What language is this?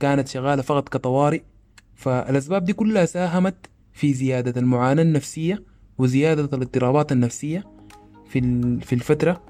Sudanese Arabic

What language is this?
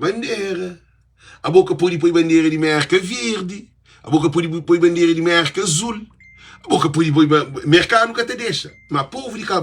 Kabuverdianu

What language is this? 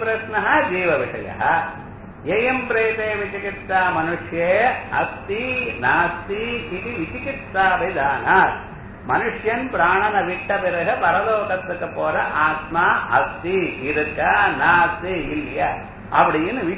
Tamil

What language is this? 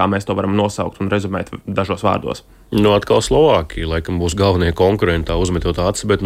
Latvian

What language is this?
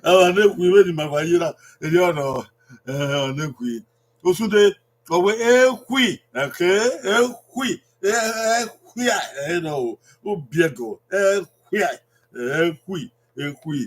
Bini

